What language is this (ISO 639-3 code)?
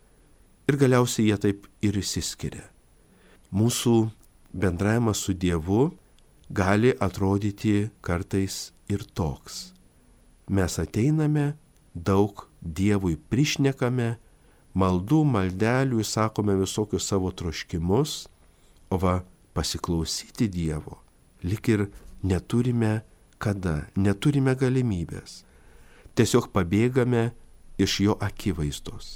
lit